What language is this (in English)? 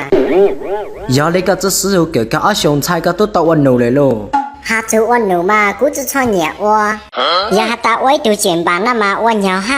Hmong